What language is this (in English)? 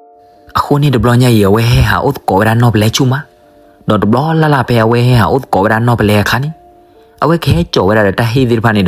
S'gaw Karen